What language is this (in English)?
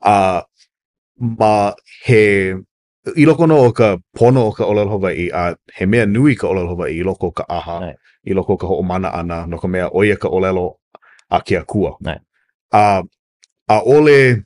Hawaiian